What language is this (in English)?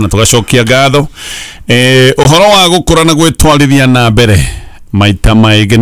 Kikuyu